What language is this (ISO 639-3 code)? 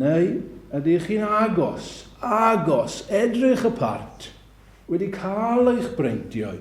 cym